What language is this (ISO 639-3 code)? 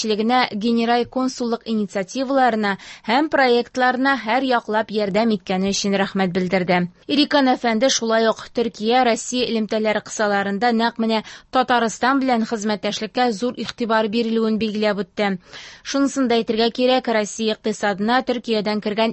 tat